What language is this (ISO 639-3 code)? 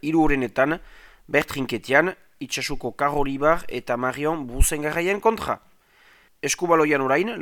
eus